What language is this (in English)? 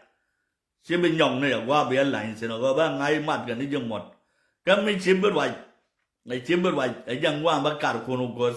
Nuer